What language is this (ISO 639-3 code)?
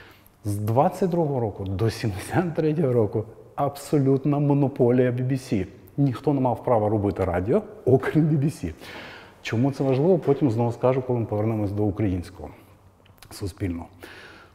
ukr